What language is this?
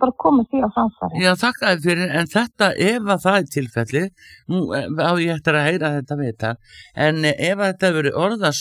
Icelandic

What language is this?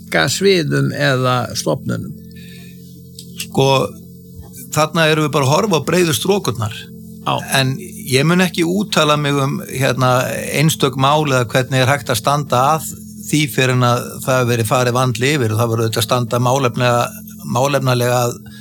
Icelandic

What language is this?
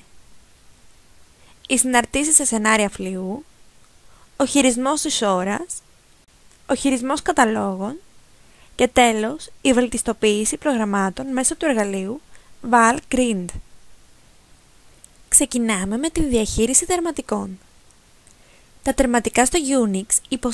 Greek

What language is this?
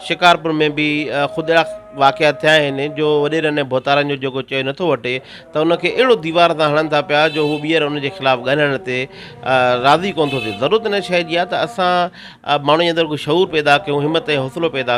Sindhi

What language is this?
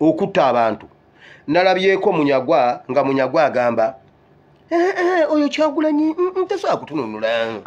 Ganda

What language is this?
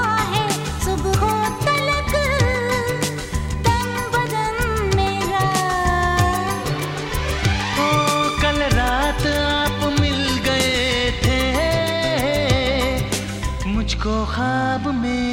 Hindi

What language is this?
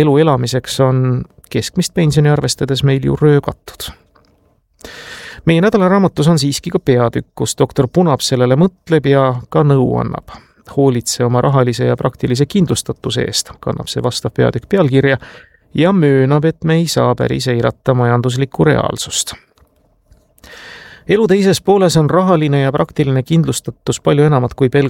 Estonian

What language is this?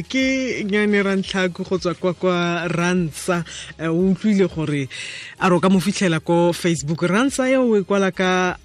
Tswana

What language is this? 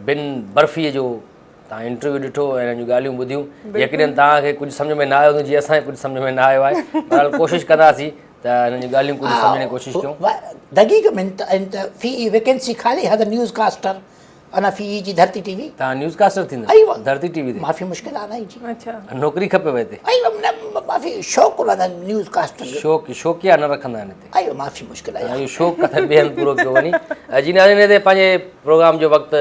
Sindhi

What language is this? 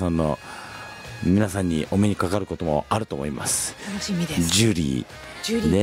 Japanese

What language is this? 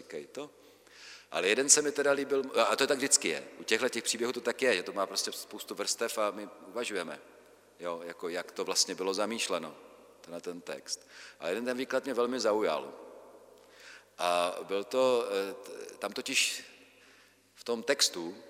Czech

